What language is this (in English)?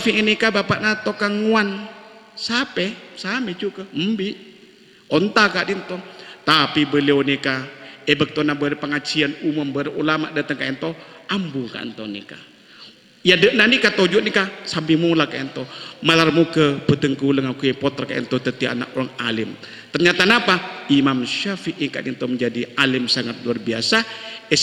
Madurese